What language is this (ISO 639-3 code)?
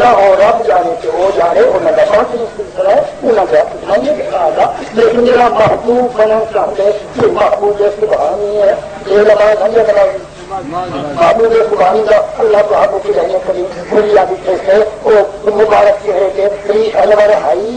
skr